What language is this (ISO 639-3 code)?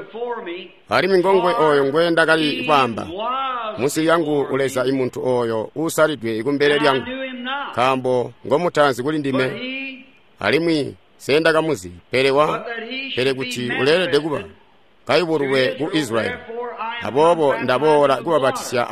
toi